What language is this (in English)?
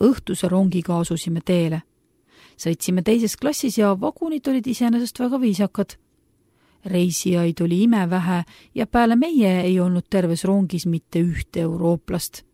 Estonian